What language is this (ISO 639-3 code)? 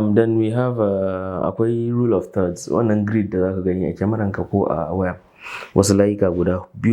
hau